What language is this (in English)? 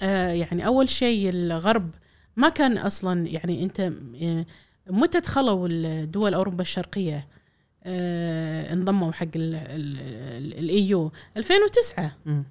Gulf Arabic